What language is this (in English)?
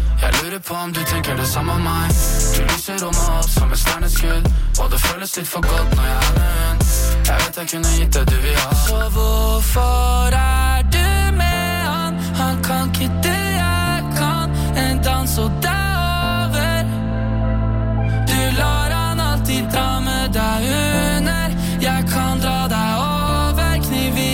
Norwegian